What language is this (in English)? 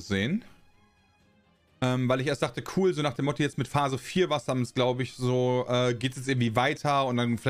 German